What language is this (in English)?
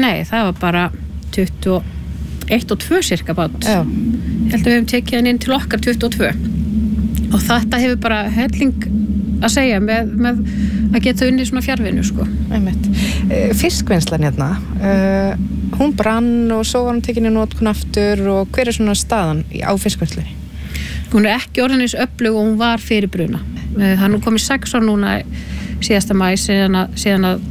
Icelandic